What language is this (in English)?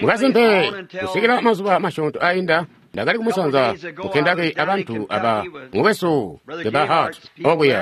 Tonga (Zambia)